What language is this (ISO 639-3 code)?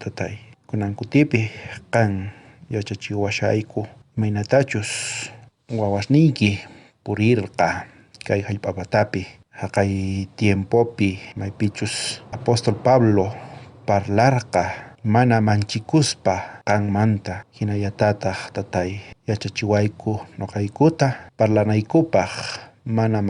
quh